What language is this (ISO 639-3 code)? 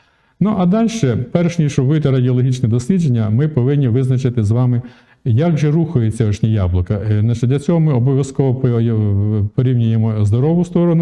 ukr